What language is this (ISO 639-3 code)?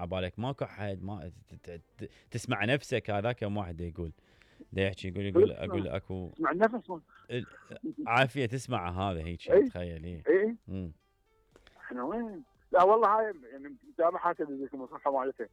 acm